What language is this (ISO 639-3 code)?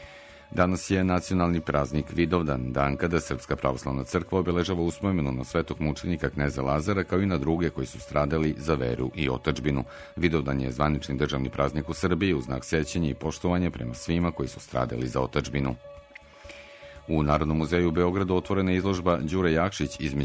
srp